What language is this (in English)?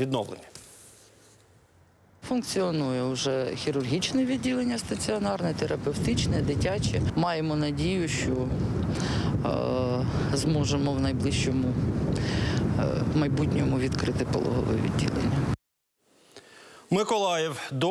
Ukrainian